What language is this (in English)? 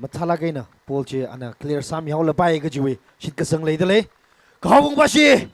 Tangkhul Naga (India)